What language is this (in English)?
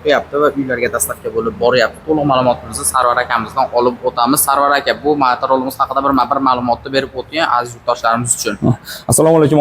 Uzbek